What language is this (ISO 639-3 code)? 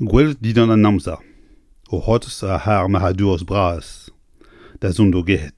bre